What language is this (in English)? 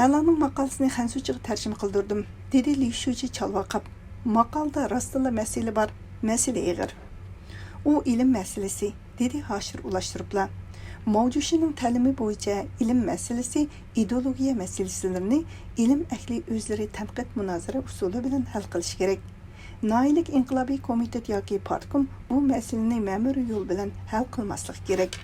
Uyghur